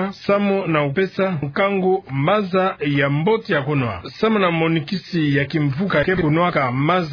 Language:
Kituba (Democratic Republic of Congo)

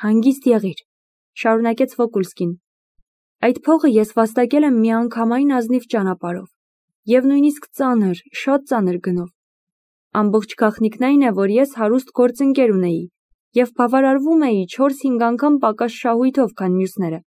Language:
Armenian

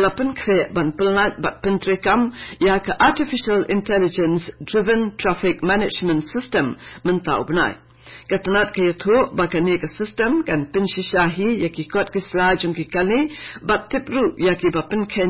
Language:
Khasi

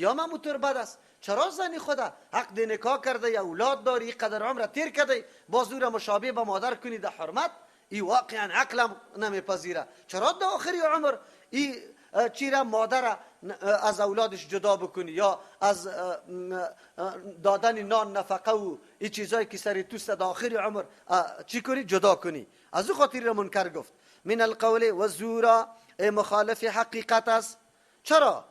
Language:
Persian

